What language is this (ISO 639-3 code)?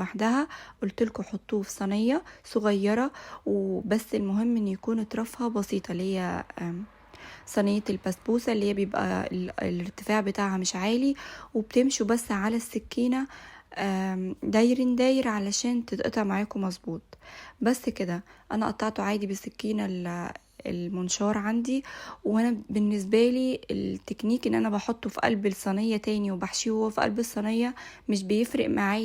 arz